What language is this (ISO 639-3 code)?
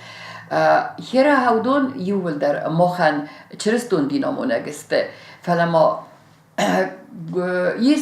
oss